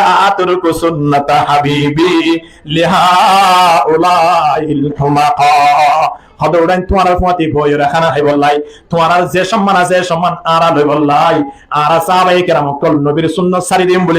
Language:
Rohingya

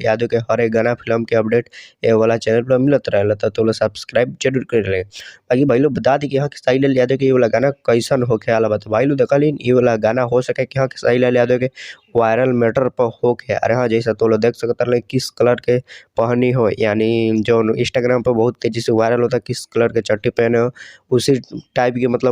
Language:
Bhojpuri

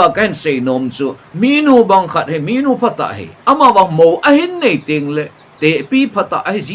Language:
Thado Chin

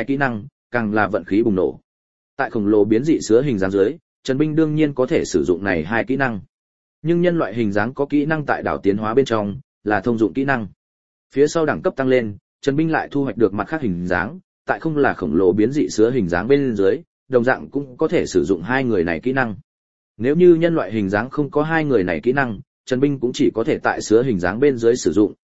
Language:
Vietnamese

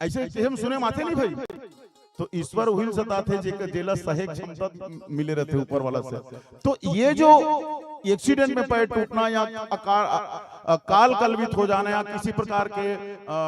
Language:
Chhattisgarhi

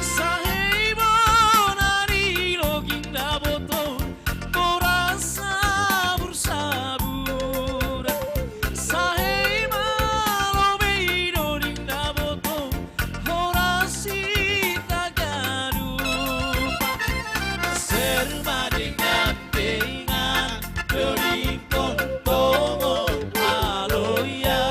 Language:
Batak Simalungun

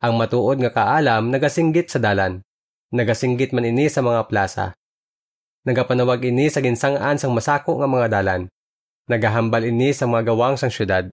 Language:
Hiligaynon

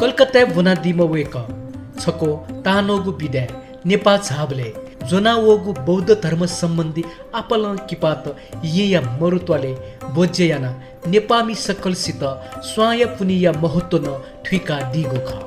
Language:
Newari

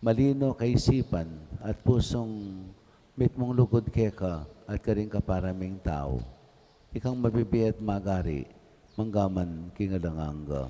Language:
Pampanga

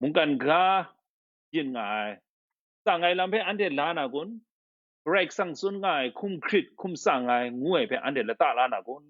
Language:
Kachin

